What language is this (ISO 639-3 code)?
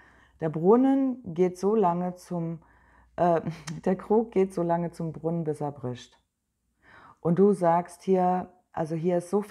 deu